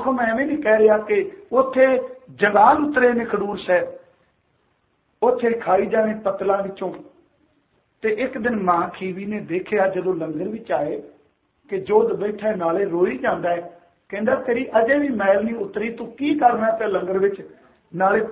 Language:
Punjabi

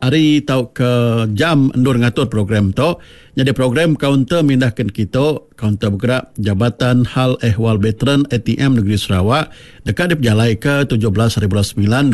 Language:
Iban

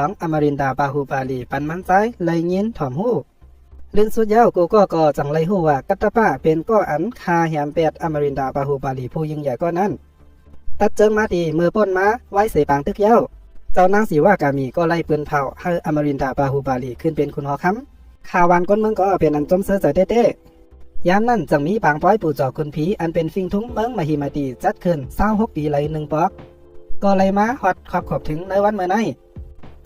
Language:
Shan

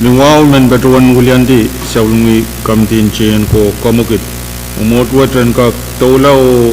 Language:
Pohnpeian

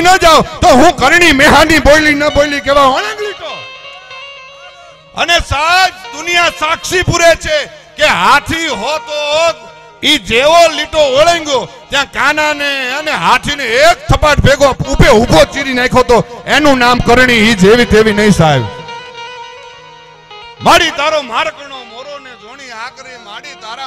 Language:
Gujarati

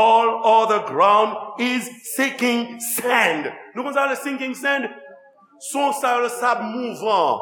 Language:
Haitian Creole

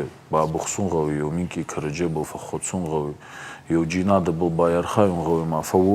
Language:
Ossetic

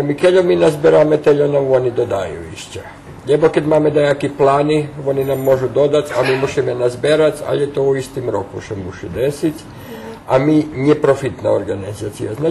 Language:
Rusyn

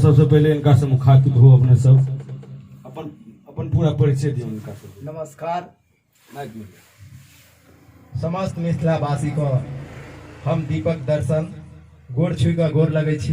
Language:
Maithili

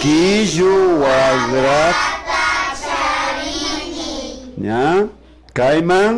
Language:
Imbabura Highland Quichua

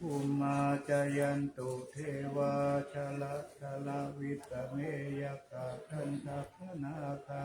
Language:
Pali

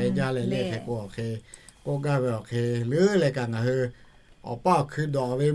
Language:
Lahu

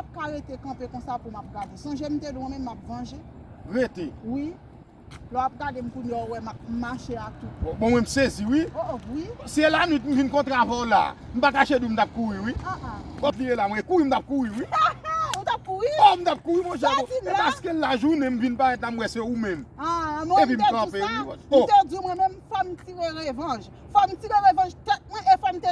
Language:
Haitian Creole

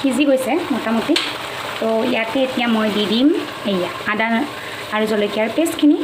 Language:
Assamese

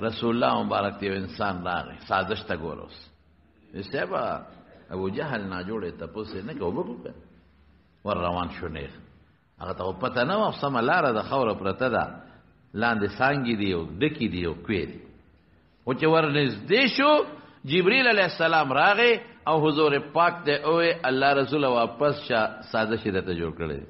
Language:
Pashto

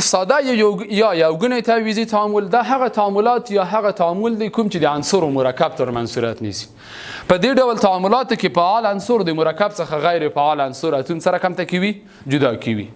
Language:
Pashto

